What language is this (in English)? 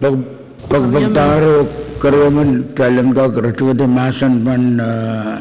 Pohnpeian